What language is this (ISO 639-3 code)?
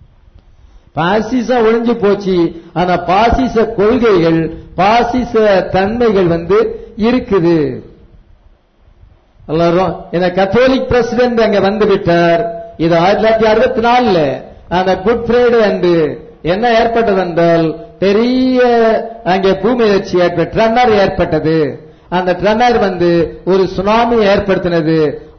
tam